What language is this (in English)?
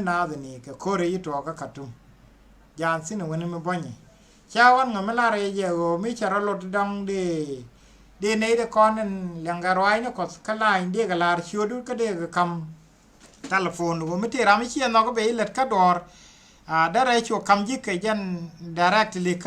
Nuer